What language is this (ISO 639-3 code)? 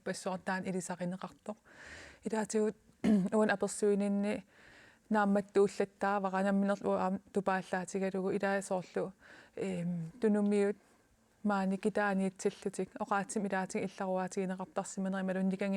kal